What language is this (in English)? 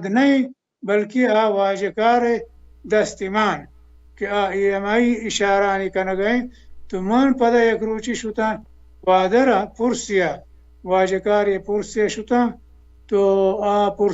Baluchi